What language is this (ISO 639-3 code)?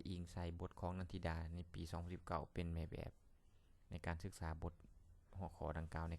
lao